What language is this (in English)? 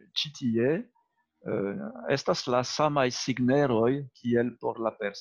Esperanto